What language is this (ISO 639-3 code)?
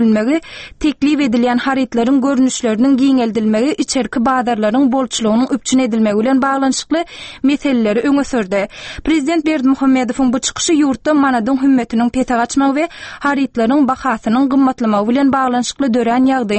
tuk